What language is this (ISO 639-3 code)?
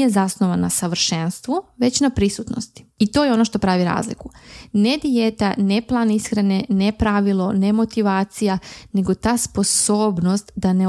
srp